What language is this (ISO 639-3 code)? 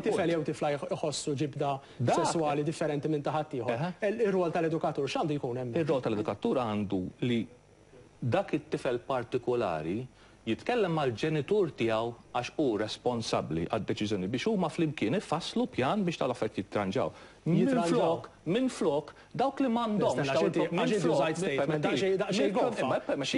mlt